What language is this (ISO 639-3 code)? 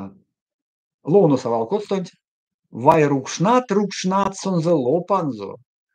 myv